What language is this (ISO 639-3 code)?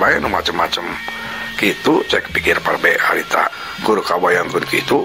sun